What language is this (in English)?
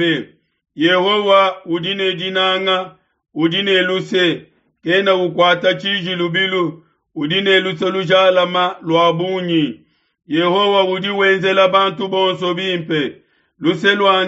Luba-Lulua